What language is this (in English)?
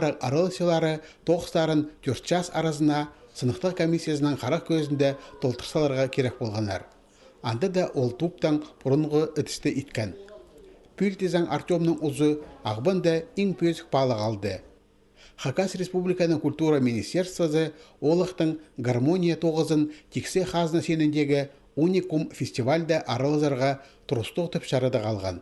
Khakas